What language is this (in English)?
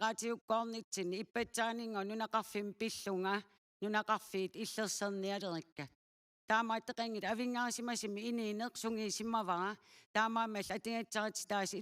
Kalaallisut